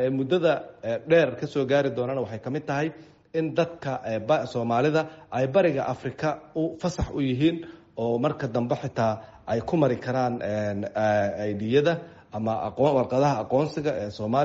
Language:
Somali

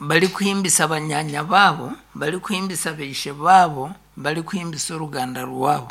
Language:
Nyankole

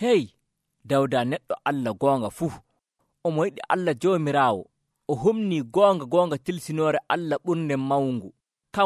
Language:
Nigerian Fulfulde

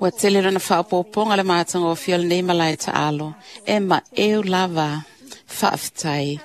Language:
Samoan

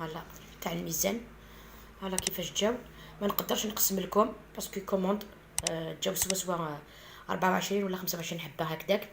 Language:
Algerian Arabic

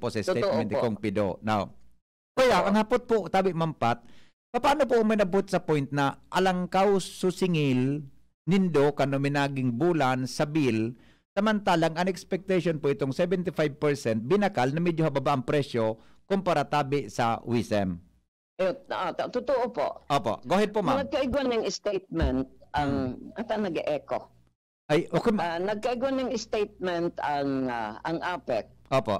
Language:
Bikol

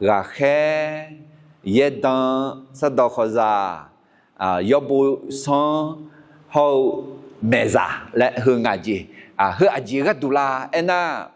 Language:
Akha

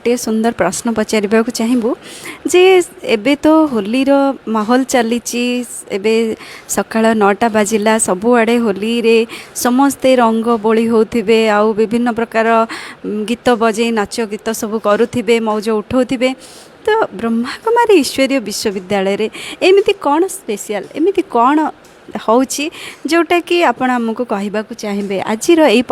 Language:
Odia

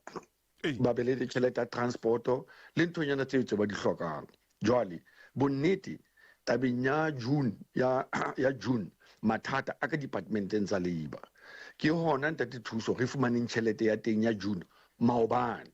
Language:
Southern Sotho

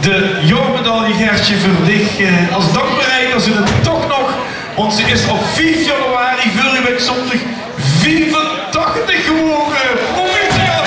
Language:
Limburgish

